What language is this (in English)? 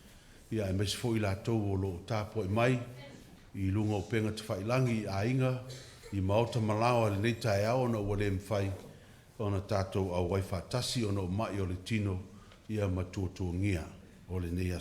Samoan